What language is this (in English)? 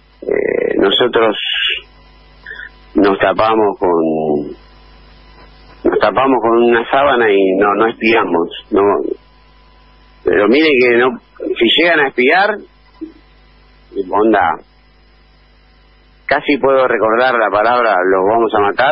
Spanish